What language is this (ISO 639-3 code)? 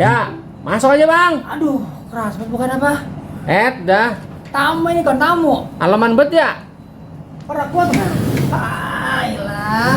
bew